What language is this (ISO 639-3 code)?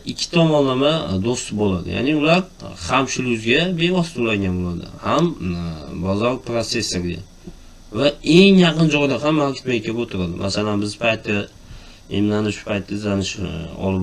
uzb